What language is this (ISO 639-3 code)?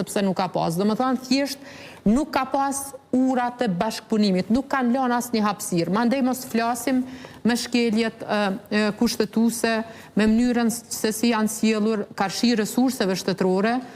sqi